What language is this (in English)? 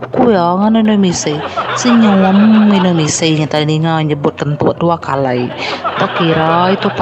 Iban